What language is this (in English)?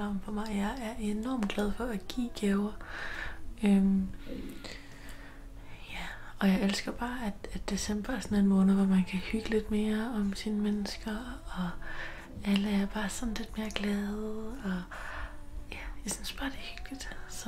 Danish